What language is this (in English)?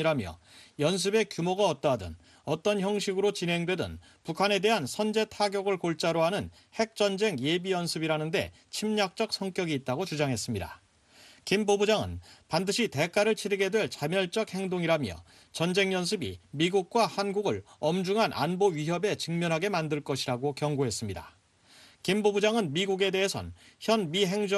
Korean